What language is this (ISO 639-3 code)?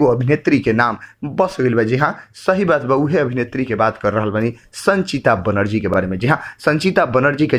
bho